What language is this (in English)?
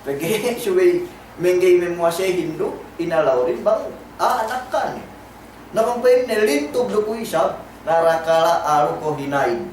Yakan